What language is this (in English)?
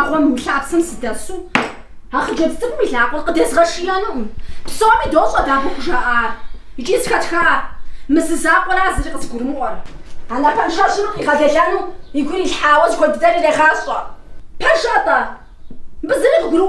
Kabardian